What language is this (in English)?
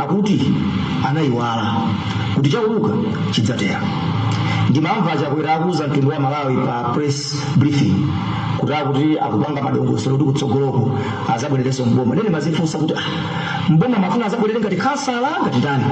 Nyanja